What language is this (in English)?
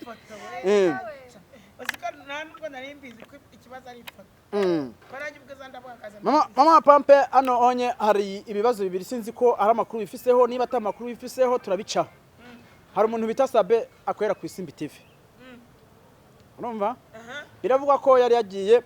Kinyarwanda